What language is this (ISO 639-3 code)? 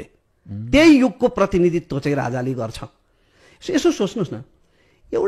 nep